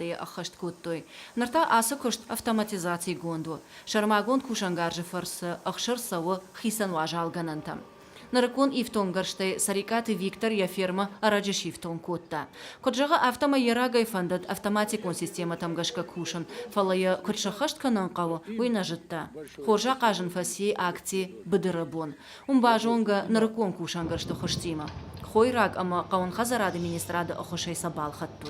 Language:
Ossetic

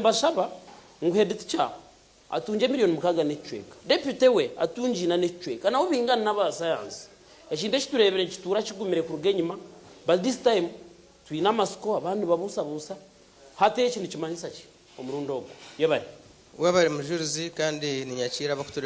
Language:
Nyankole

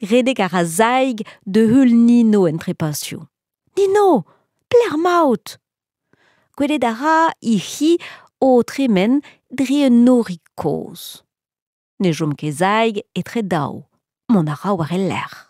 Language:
Breton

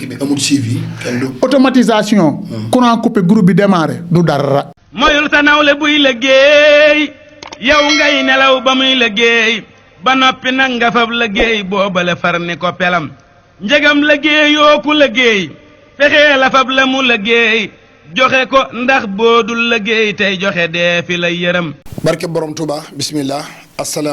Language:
Wolof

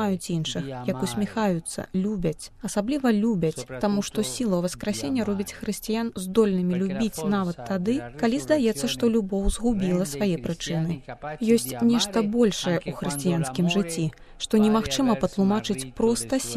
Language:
Belarusian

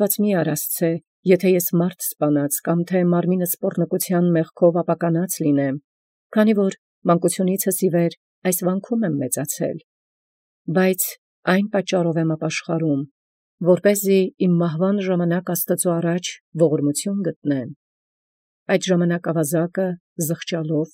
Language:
Armenian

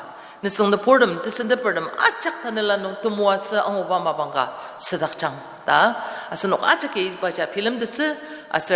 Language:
Ao Naga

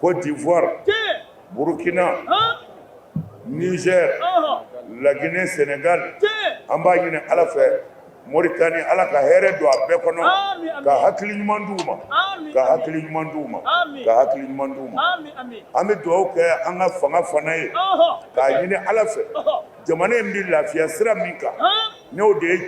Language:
Bambara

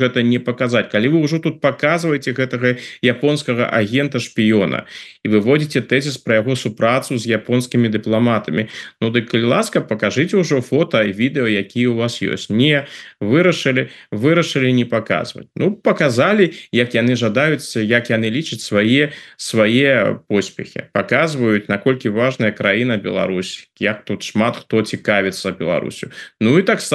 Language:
Belarusian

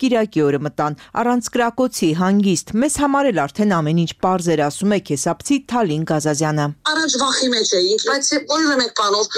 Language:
Armenian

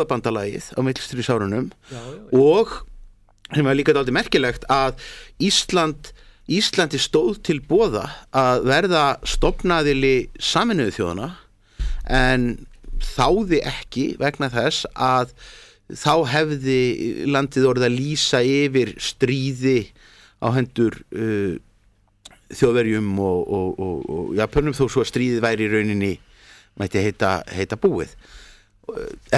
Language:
Icelandic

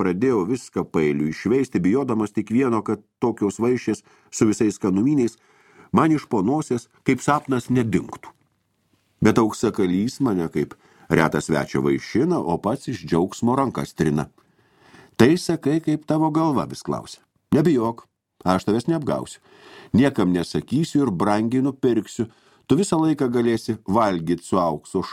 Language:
Lithuanian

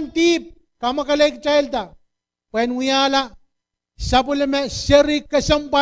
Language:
Pohnpeian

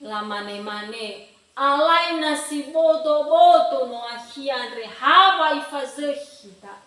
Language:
Nias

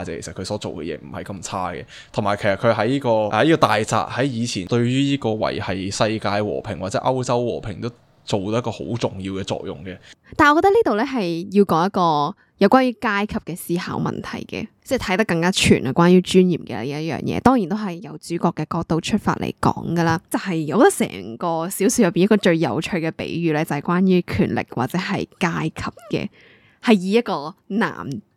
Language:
Cantonese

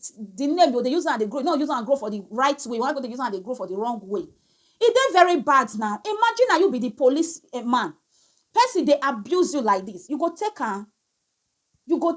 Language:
Nigerian Pidgin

